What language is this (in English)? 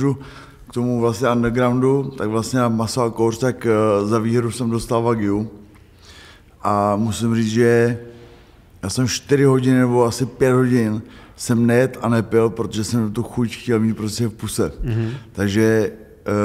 Czech